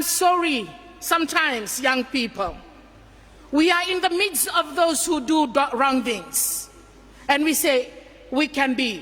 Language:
Fijian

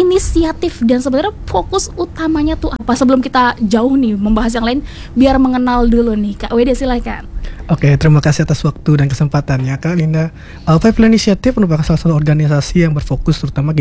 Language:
Indonesian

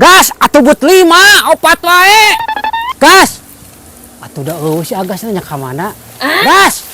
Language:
Sundanese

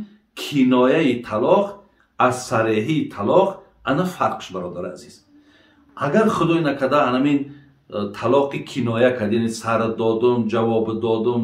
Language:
Tajik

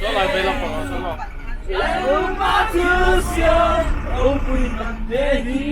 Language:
Mizo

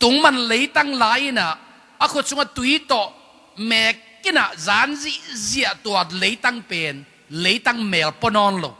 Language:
Tedim Chin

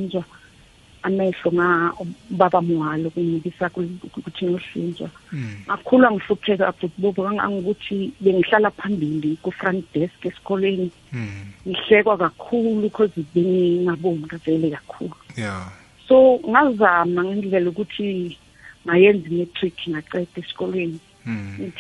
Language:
South Ndebele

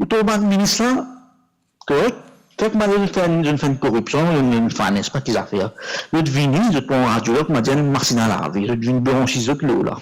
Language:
Morisyen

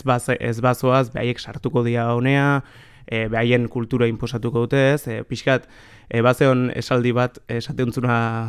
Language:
Basque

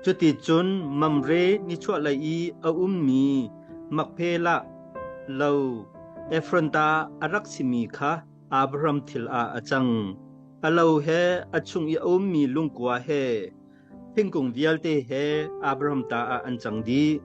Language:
Hakha Chin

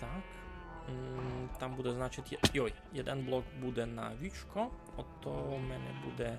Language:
Rusyn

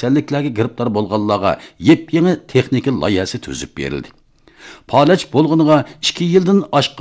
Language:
Uyghur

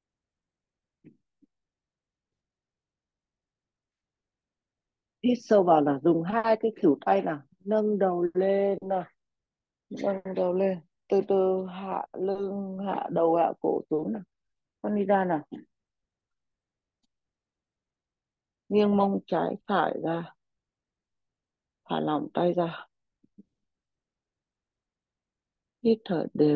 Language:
Vietnamese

